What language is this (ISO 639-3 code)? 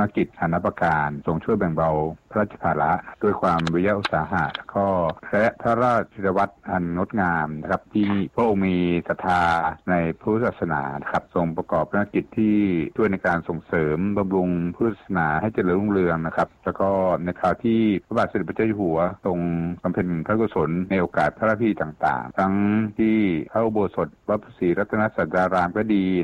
tha